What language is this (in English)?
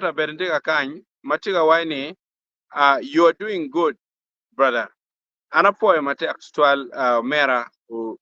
Acoli